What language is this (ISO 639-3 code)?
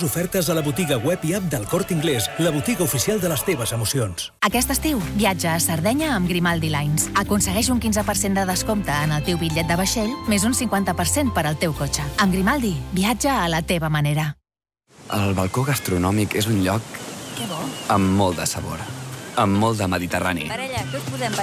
cat